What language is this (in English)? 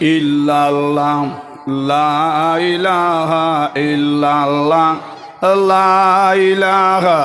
Sylheti